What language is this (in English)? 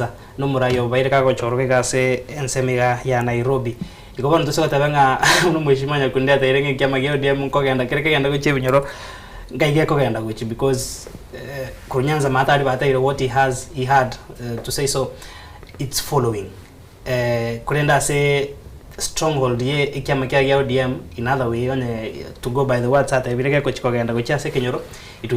Gusii